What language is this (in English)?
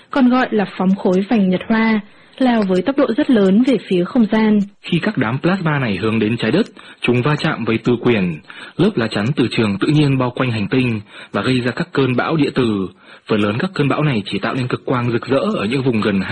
Vietnamese